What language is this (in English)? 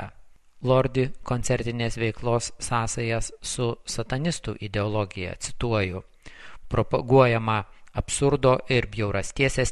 Lithuanian